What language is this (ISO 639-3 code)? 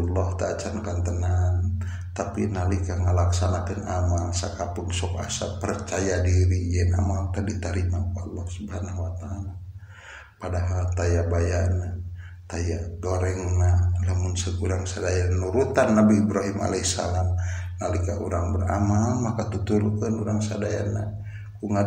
sun